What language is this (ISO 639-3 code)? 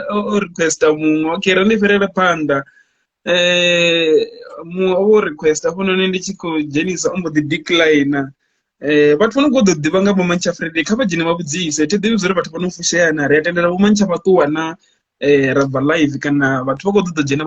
ven